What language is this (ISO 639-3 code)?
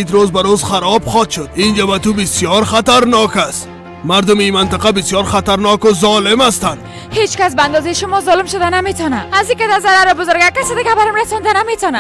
fas